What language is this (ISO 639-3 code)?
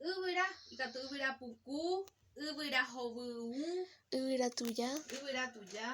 grn